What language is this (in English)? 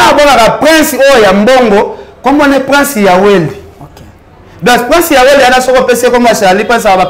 Lingala